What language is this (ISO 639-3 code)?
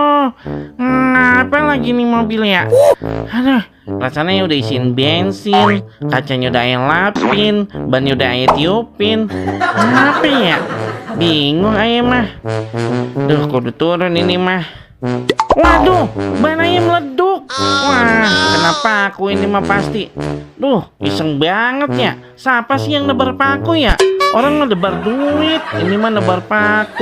bew